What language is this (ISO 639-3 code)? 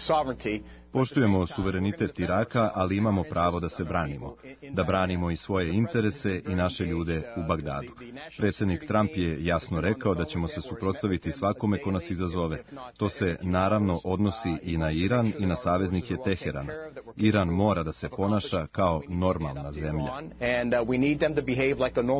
srp